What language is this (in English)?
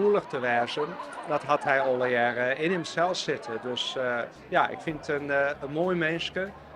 Western Frisian